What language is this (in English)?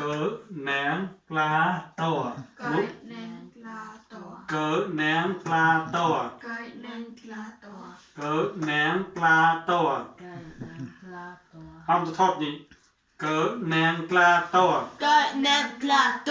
Mon